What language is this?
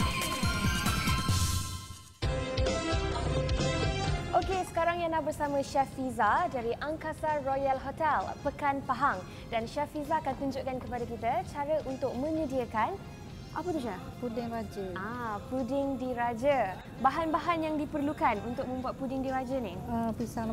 Malay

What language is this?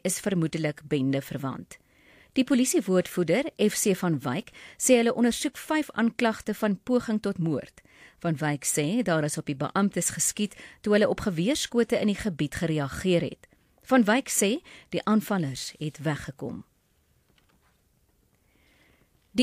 Afrikaans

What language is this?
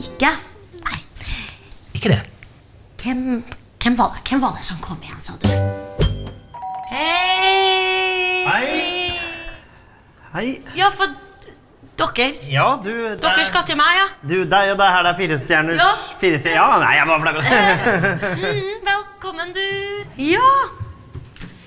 Norwegian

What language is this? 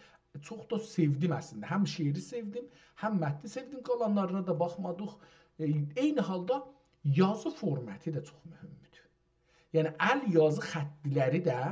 South Azerbaijani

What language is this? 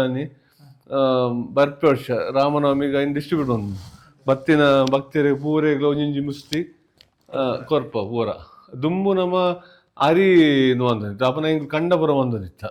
Tulu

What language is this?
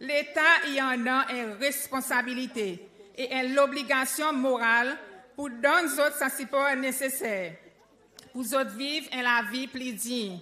Seselwa Creole French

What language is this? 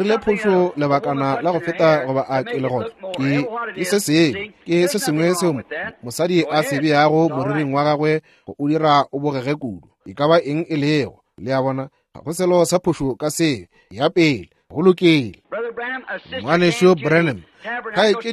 Northern Sotho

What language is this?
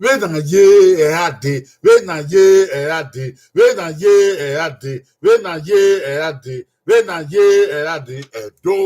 Bini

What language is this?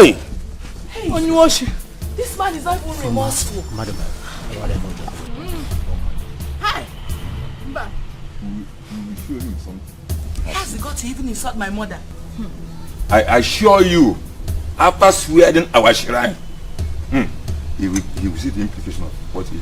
Nigerian Pidgin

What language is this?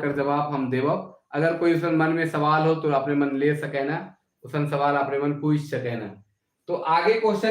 Sadri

